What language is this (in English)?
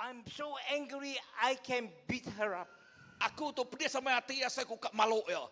Iban